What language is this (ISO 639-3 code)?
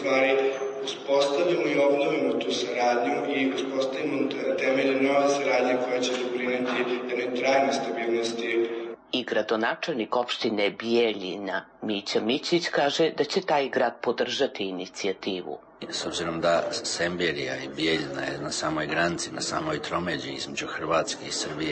srp